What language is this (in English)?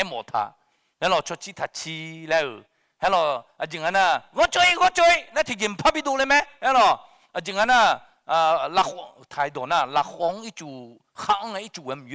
Akha